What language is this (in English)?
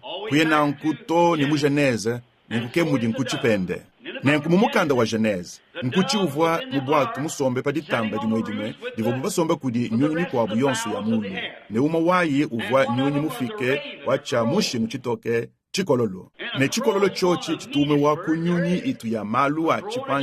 Luba-Lulua